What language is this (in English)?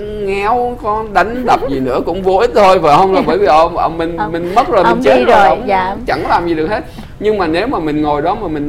Vietnamese